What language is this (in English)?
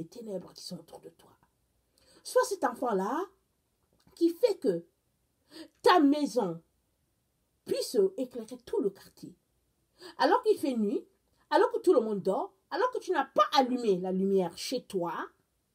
French